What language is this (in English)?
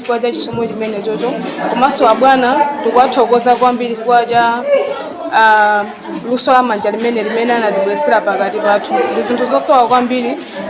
Nyanja